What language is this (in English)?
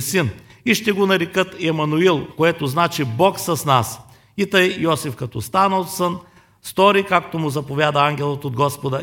Bulgarian